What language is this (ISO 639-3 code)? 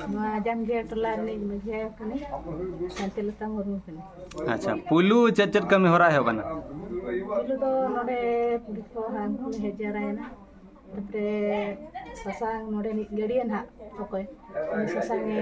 sat